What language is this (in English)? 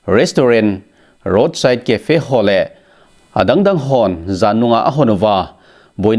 Thado Chin